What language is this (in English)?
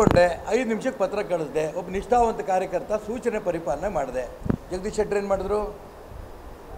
Kannada